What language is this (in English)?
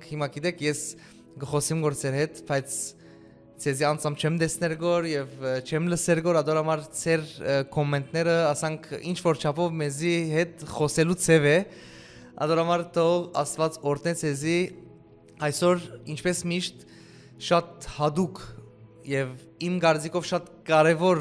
Western Armenian